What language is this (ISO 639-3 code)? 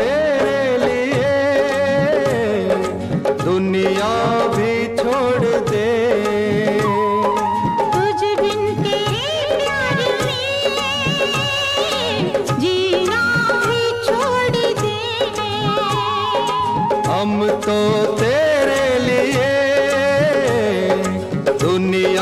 hin